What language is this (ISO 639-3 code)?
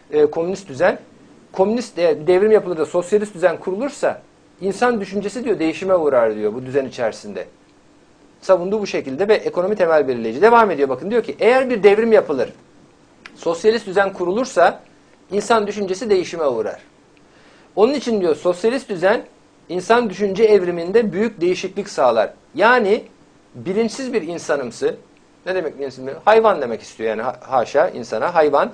tur